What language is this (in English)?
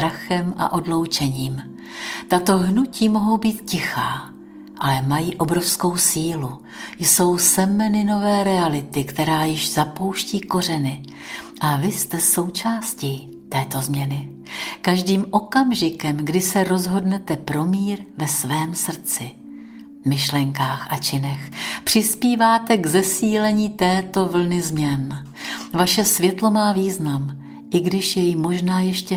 Czech